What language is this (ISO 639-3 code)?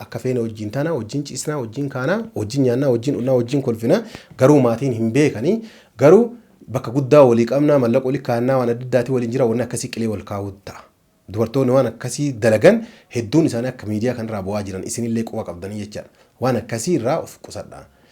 orm